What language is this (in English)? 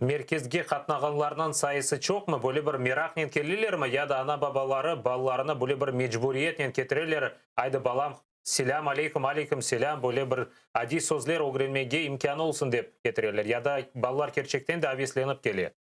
Crimean Tatar